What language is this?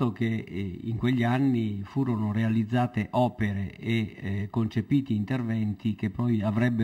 Italian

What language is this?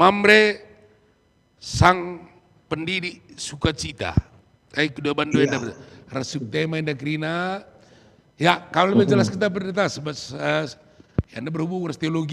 Batak Karo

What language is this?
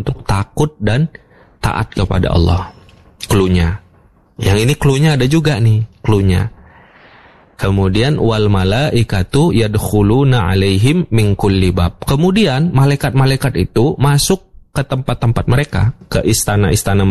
Indonesian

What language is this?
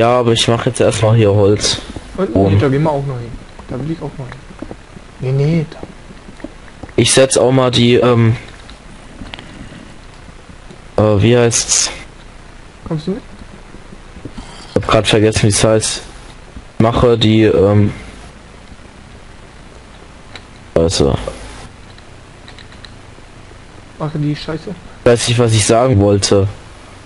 German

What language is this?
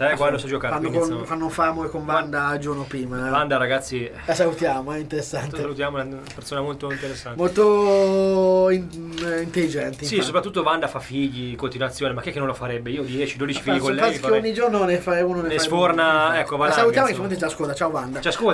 Italian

